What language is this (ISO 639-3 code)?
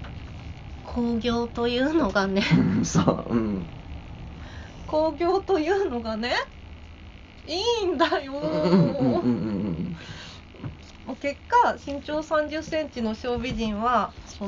jpn